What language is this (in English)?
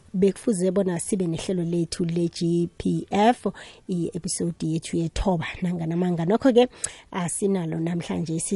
South Ndebele